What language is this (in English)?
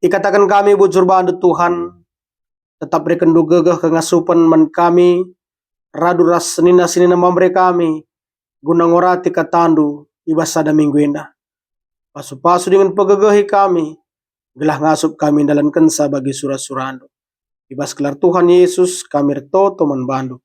Batak Karo